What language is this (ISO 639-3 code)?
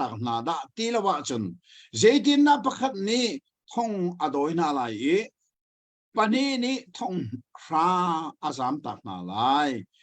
cnh